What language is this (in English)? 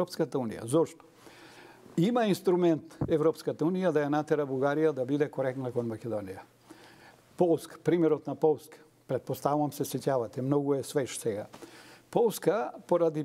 Macedonian